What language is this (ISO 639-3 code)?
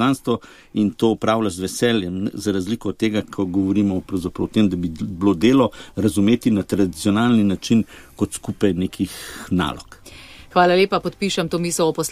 slv